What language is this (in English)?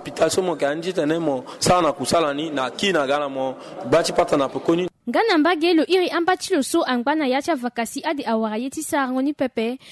Sango